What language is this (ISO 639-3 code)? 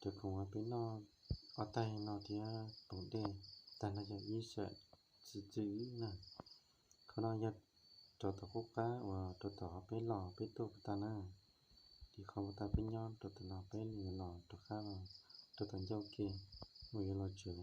hmn